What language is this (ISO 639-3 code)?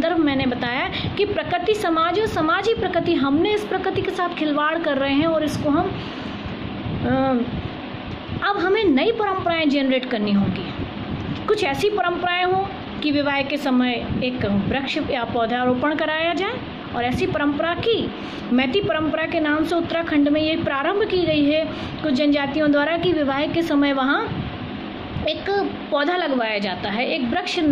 hin